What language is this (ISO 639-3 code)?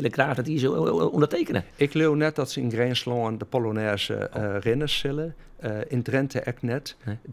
fry